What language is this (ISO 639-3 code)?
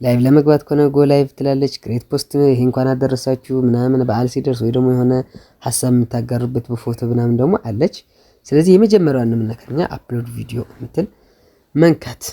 amh